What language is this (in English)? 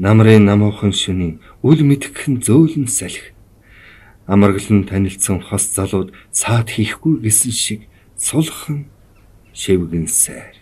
Mongolian